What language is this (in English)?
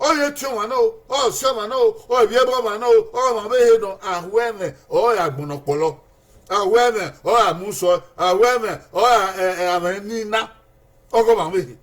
Bini